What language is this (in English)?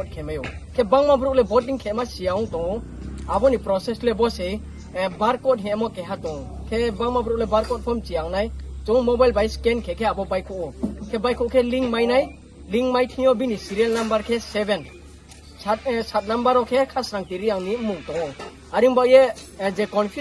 Riang (India)